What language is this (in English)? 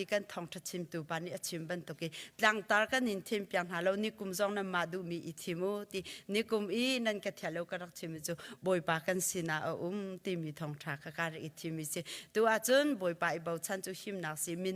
Hakha Chin